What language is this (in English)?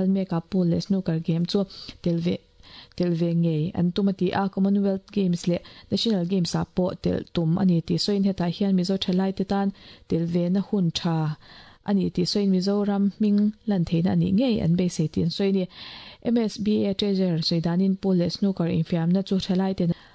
Mizo